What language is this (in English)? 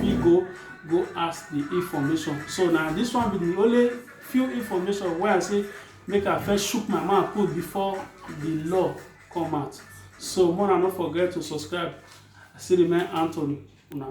Nigerian Pidgin